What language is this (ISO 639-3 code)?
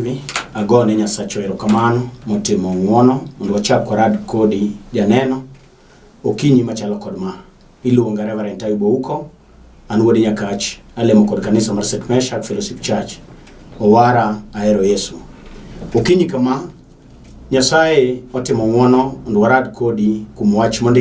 luo